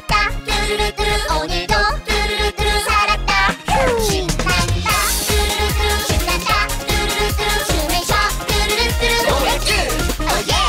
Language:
Korean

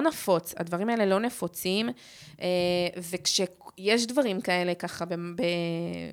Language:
Hebrew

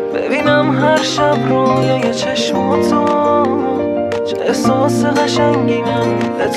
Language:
Persian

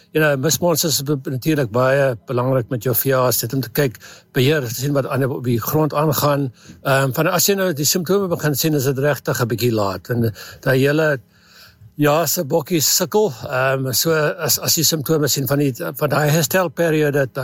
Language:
Afrikaans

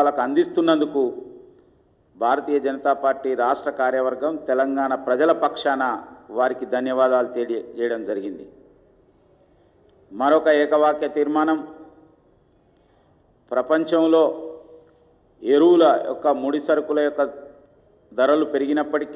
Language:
Telugu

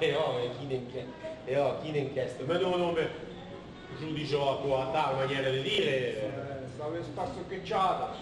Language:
Occitan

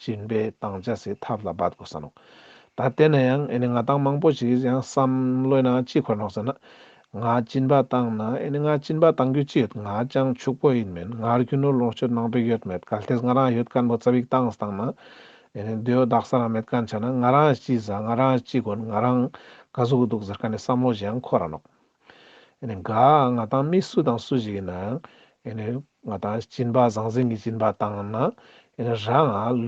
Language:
Ladakhi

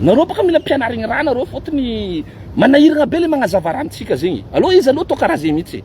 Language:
Malagasy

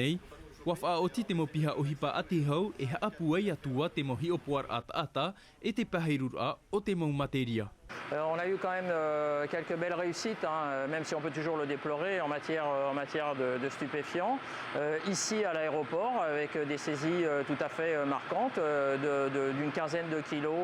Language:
Tahitian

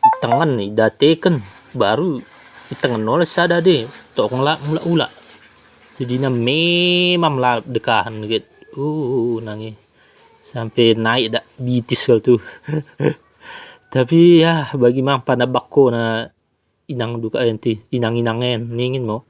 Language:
Batak Dairi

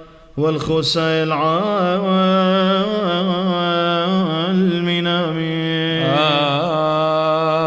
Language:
Classical Syriac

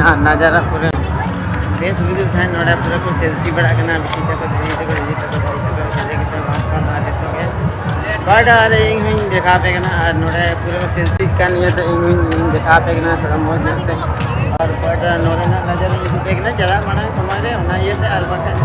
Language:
Santali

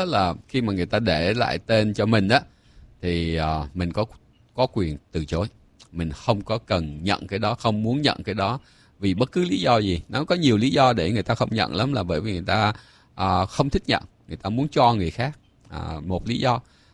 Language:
Vietnamese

